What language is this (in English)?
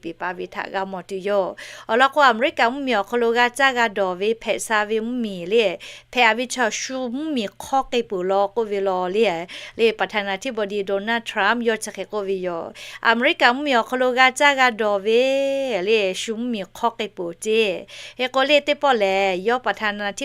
Lahu